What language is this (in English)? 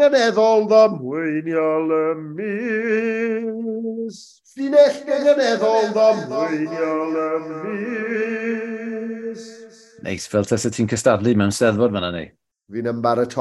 Welsh